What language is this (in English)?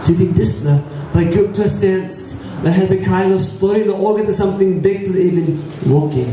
Tok Pisin